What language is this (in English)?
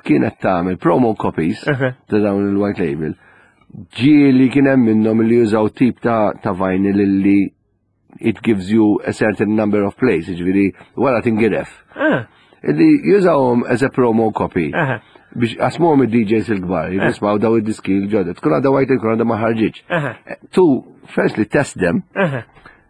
Maltese